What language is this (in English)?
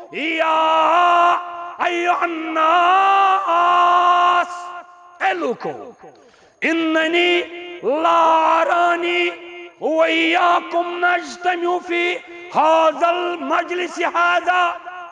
Kashmiri